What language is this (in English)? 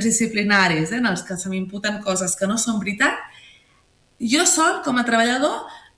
Catalan